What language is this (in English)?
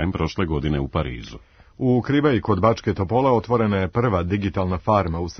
Serbian